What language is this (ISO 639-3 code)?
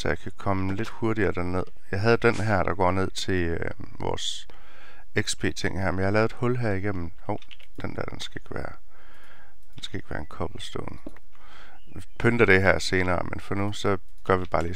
dan